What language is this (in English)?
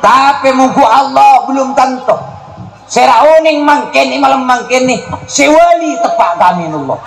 Madurese